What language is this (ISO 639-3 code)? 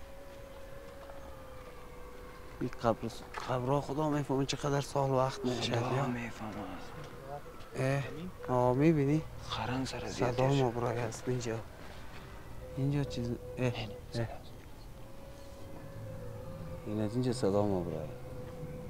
fas